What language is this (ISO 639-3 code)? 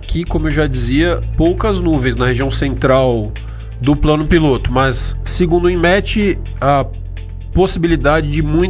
por